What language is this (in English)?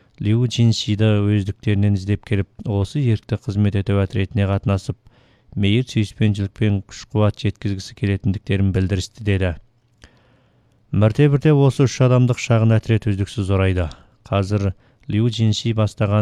Kazakh